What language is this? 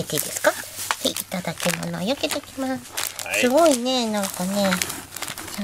Japanese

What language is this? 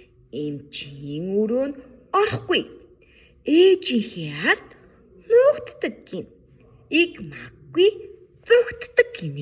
Mongolian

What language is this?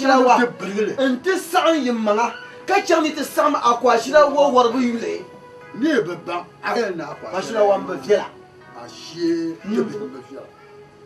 Dagbani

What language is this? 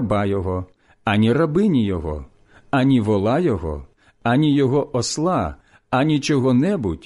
Ukrainian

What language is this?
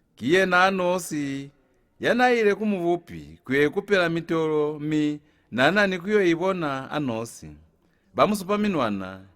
Lozi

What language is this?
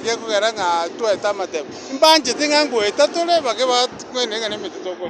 Gusii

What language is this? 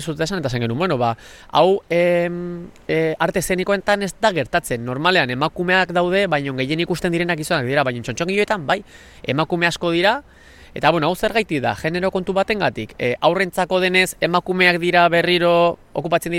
Basque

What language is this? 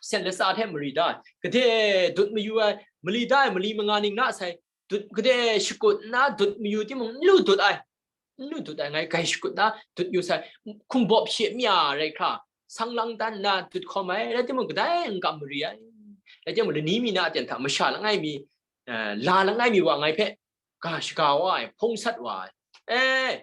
Kachin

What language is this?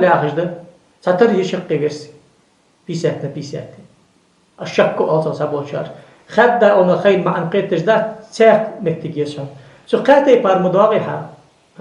Ingush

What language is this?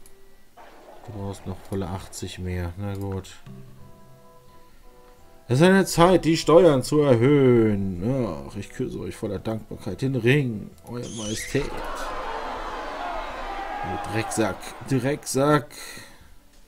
German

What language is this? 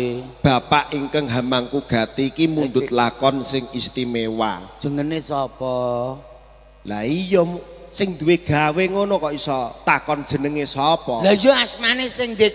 Javanese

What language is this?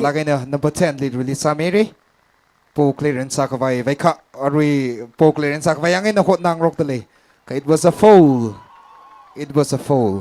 Tangkhul Naga (India)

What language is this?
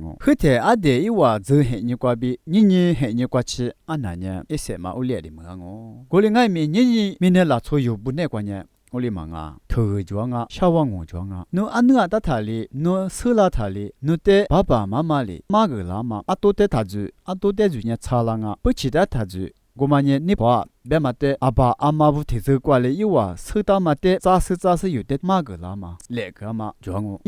Lisu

